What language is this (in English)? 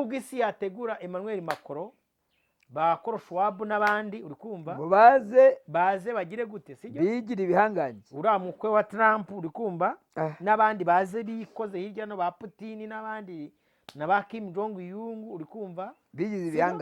Kinyarwanda